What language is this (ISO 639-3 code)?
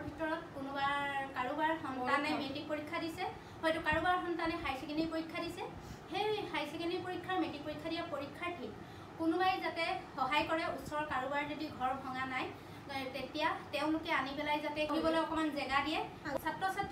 asm